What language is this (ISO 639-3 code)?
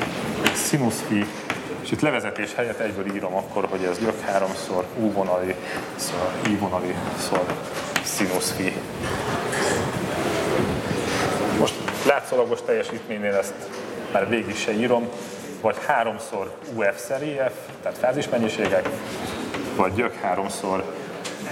hun